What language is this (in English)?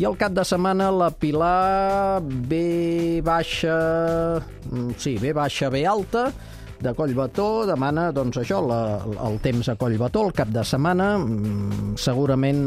Catalan